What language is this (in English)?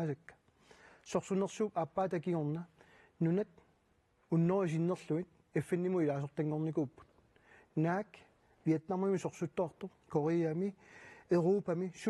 Kalaallisut